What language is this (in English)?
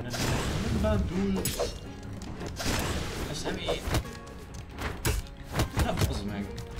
Hungarian